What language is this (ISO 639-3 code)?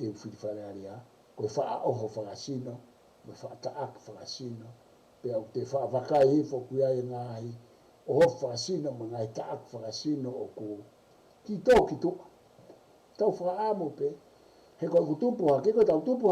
ton